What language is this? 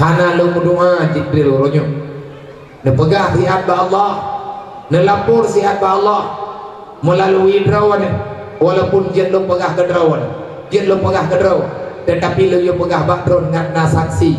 Achinese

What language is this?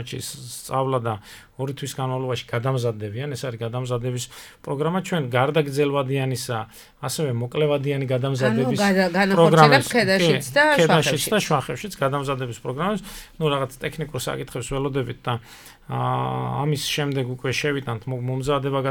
Georgian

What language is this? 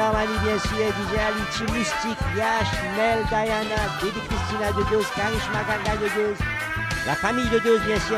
Morisyen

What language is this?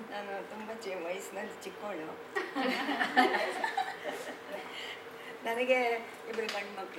Kannada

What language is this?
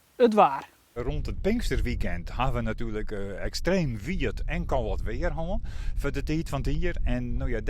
Western Frisian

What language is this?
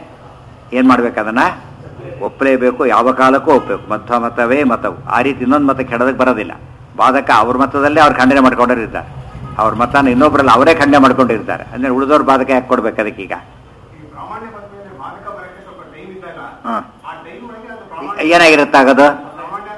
Kannada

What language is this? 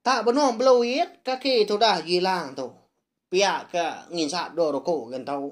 Iban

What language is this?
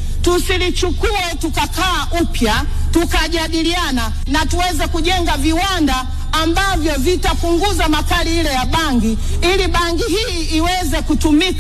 Swahili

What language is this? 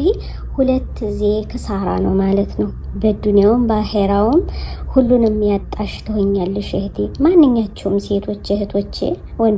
Amharic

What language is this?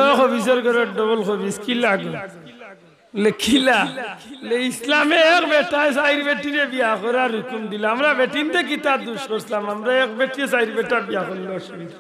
Sylheti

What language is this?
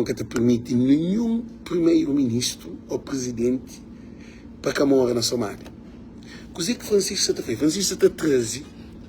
Kabuverdianu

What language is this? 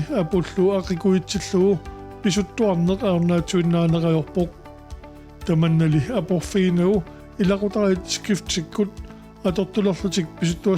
Kalaallisut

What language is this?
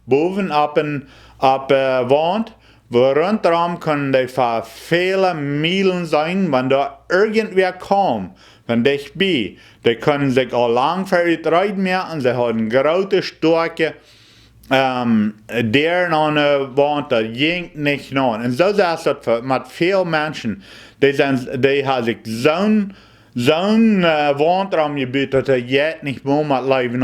Plautdietsch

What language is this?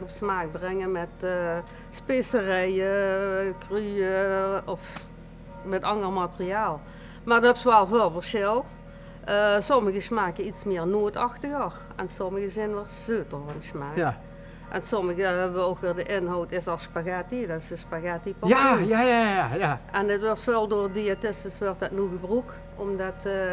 Limburgish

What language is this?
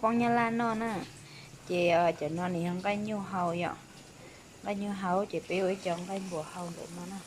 Hmong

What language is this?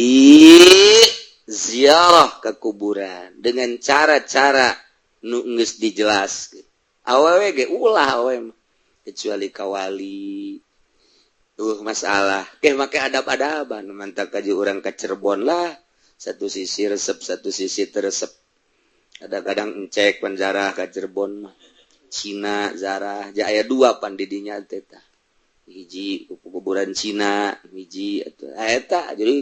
Sundanese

